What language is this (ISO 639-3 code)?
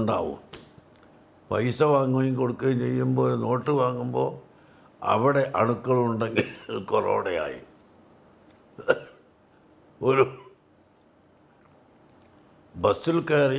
mal